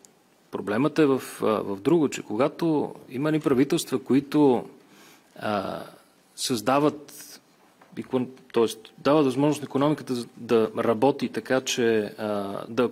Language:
Bulgarian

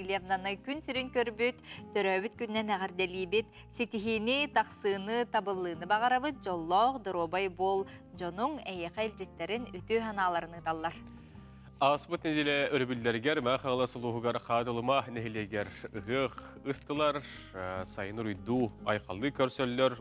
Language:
Yakut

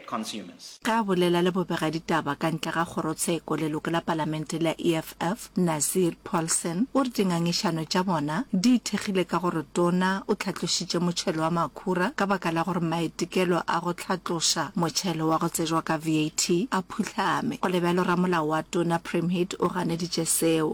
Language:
Northern Sotho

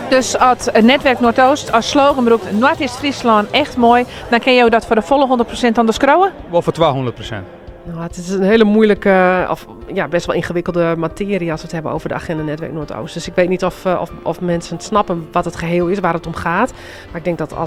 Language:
Western Frisian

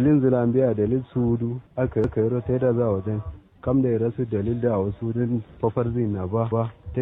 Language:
Kanuri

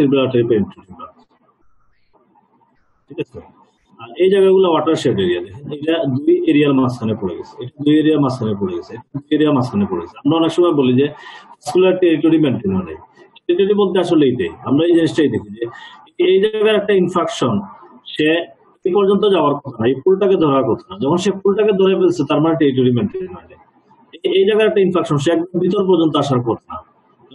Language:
Bangla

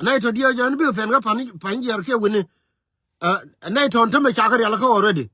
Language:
Nuer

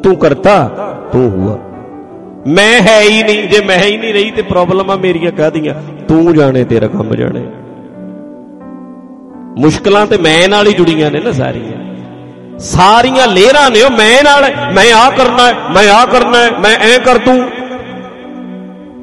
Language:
Punjabi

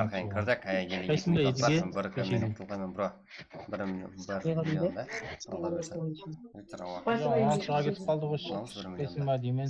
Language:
Kara-Kalpak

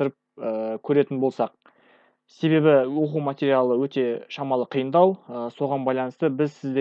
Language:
Kazakh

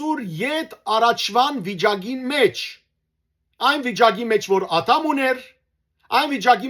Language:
Western Armenian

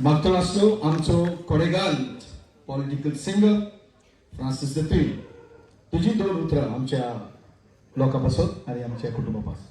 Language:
Konkani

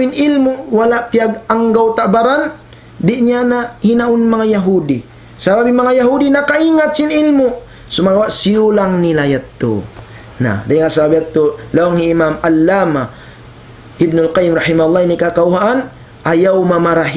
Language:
Tausug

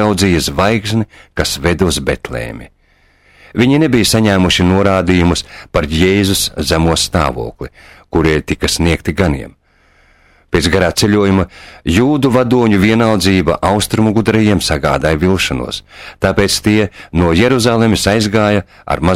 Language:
Latvian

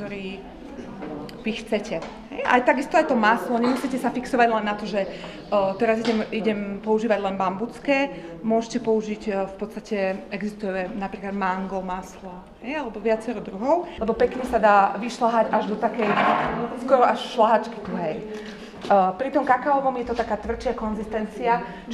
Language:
Slovak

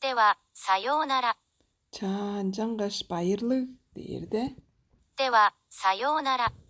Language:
Tuvinian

